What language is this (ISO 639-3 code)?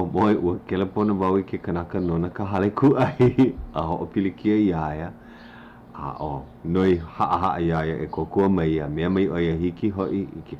haw